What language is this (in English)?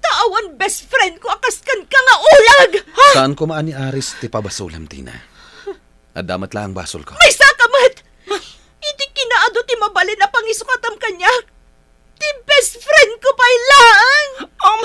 Iloko